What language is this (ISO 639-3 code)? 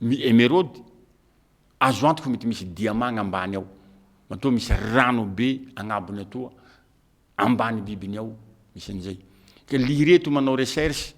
mlg